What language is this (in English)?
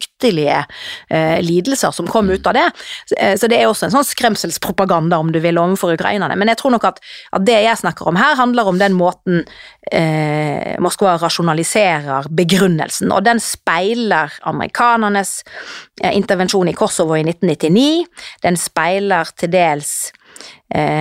Norwegian